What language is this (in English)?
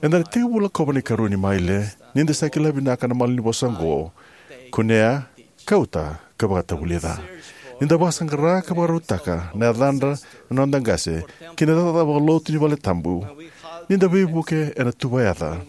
Fijian